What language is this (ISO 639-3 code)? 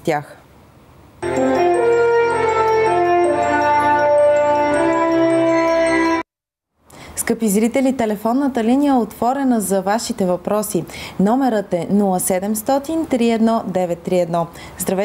bul